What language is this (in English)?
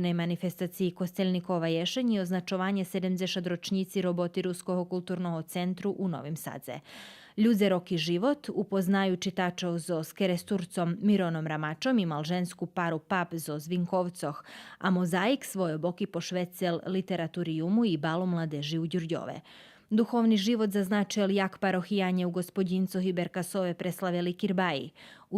Rusyn